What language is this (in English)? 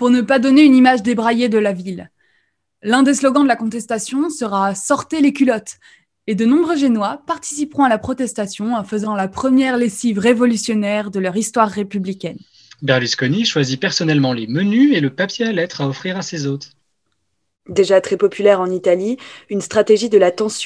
French